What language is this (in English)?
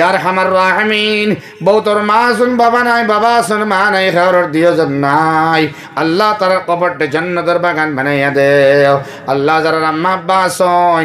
Sylheti